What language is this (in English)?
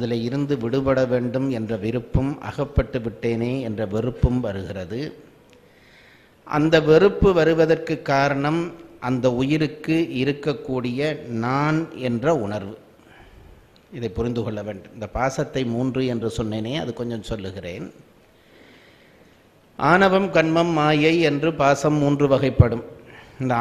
Tamil